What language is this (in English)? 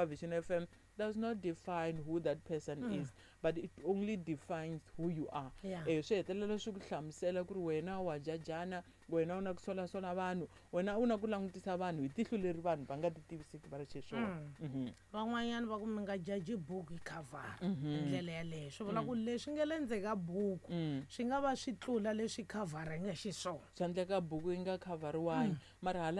Tsonga